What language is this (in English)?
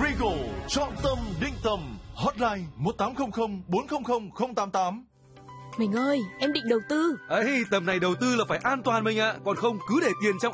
Vietnamese